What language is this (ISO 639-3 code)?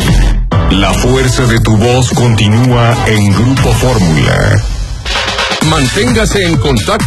spa